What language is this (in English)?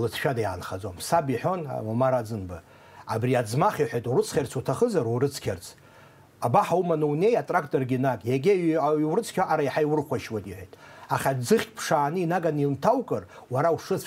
Abkhazian